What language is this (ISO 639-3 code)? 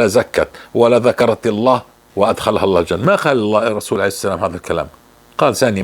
apc